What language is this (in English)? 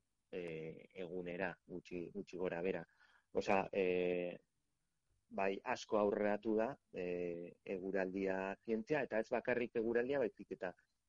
Basque